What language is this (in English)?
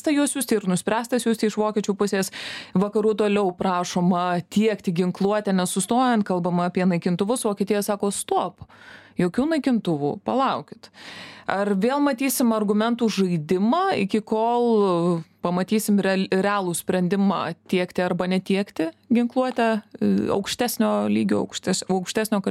Lithuanian